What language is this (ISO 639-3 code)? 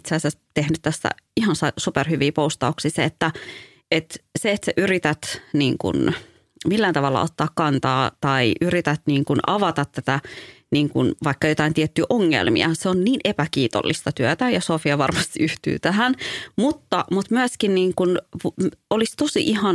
fin